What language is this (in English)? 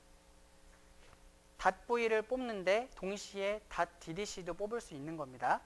Korean